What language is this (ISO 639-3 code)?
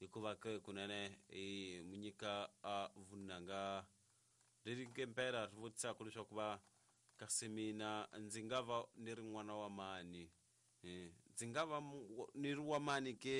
tso